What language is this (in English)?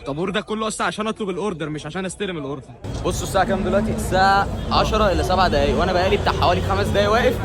Egyptian Arabic